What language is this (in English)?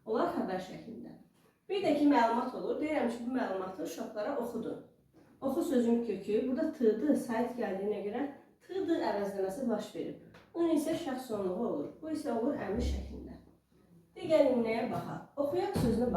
Azerbaijani